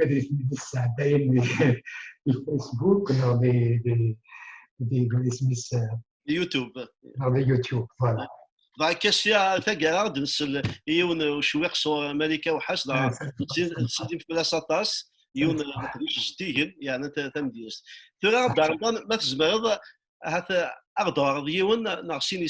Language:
Kabyle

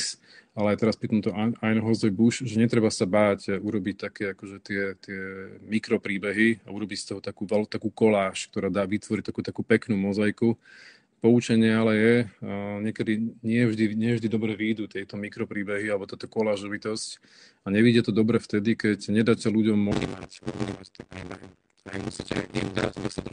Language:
Slovak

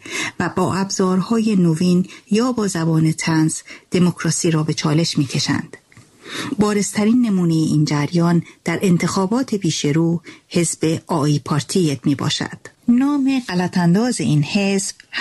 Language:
Persian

